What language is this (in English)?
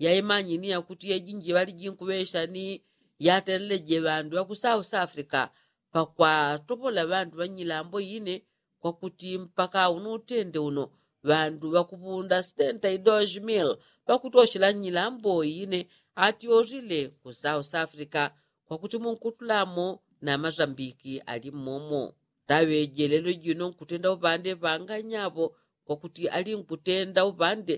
Yao